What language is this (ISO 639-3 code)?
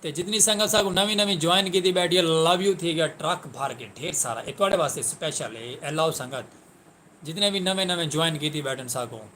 skr